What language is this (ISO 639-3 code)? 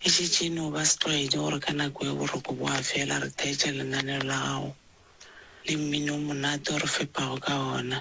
nso